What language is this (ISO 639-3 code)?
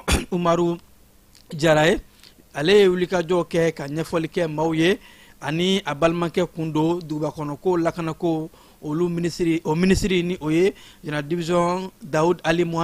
bam